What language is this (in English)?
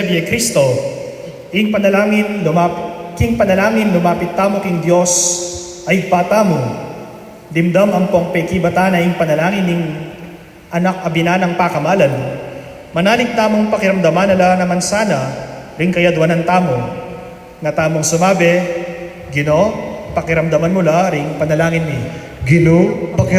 Pampanga